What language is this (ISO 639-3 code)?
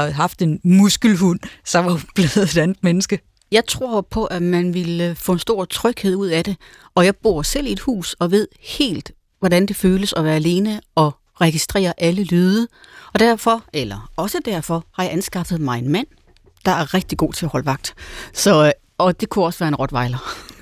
dan